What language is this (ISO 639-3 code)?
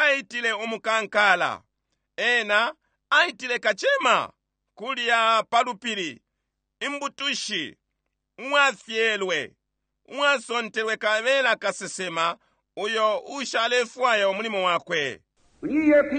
bem